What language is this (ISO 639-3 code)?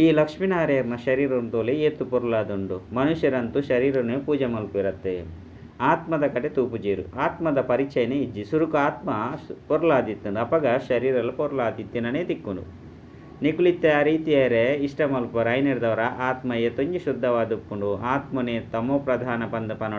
tcy